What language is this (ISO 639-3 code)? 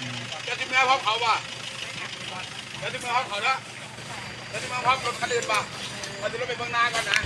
tts